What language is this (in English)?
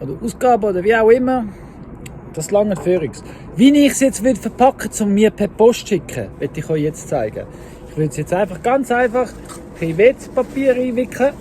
Swiss German